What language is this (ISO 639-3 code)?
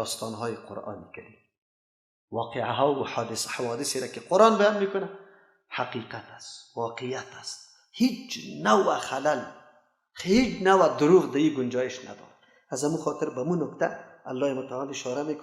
fas